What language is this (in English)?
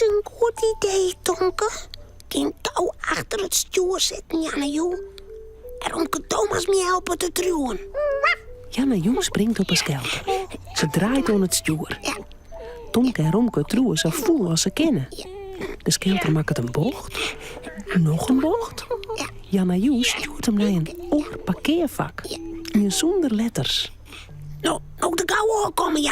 Western Frisian